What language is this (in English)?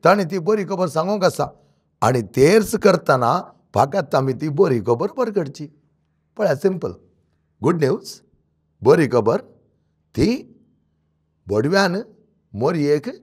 Konkani